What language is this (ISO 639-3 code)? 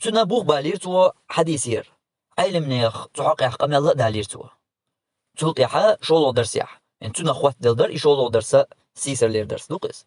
che